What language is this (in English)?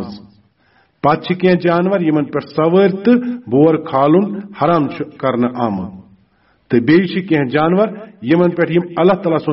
Kashmiri